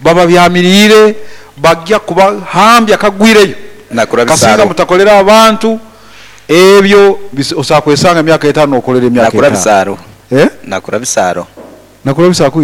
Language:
Nyankole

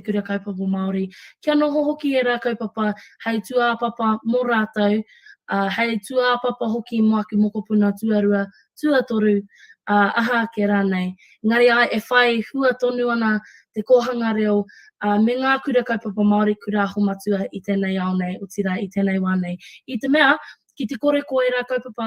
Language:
Māori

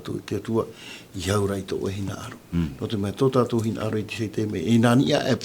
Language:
Tahitian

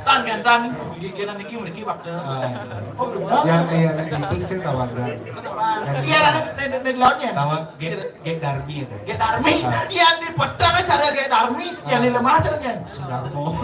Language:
Balinese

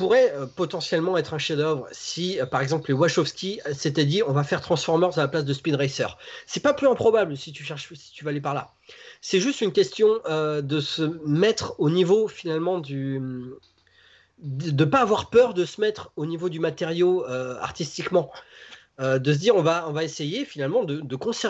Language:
French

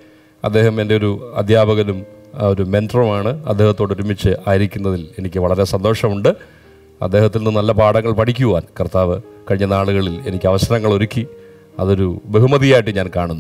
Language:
Malayalam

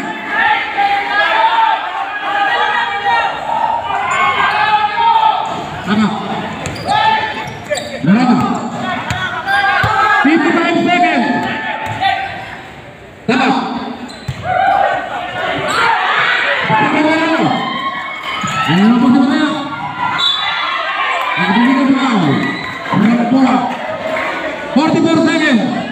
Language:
Indonesian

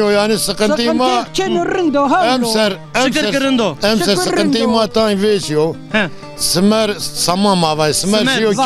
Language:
Zaza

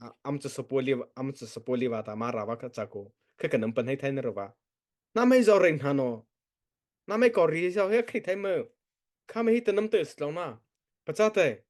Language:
Mara Chin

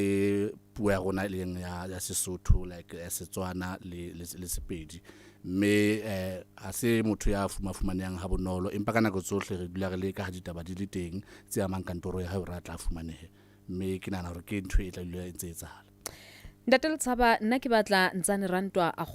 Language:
Southern Sotho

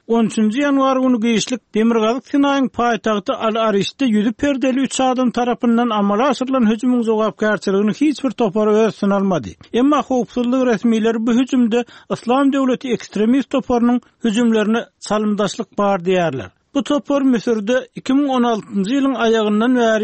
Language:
Turkmen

